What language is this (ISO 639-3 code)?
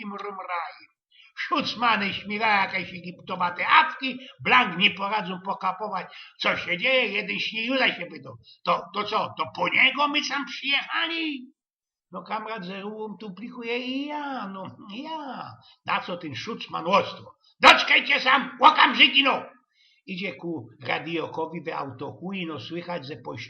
szl